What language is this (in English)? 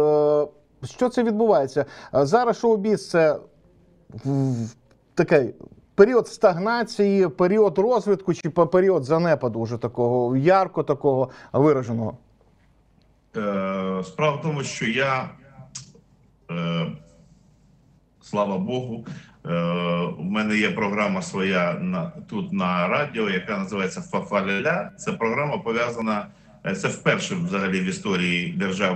Ukrainian